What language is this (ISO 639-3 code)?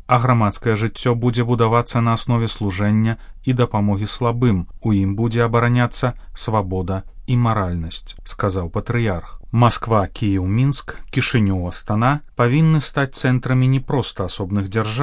bel